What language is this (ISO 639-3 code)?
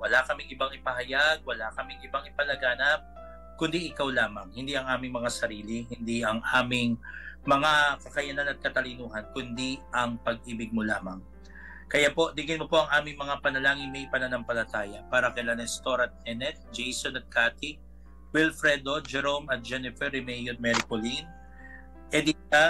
fil